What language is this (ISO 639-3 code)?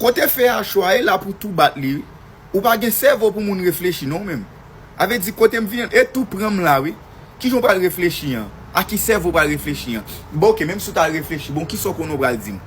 hat